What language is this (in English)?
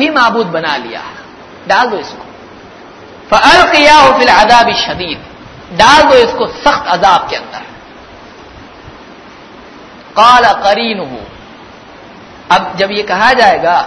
Urdu